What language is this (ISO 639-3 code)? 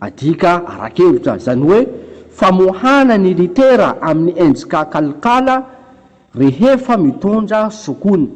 mlg